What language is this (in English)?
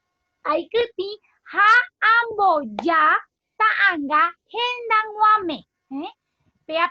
Guarani